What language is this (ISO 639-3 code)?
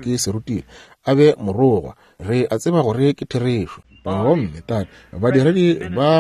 nso